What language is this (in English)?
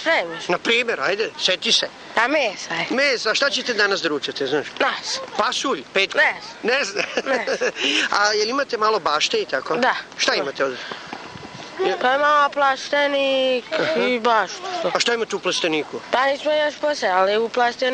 Serbian